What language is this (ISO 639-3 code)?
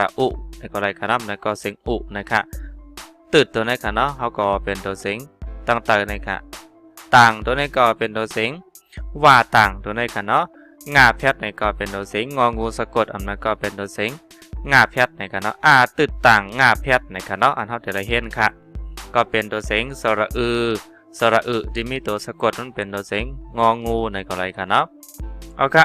shn